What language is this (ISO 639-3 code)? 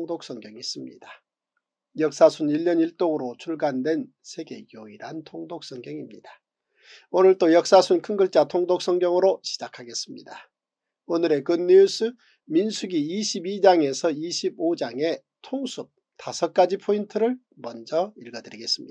kor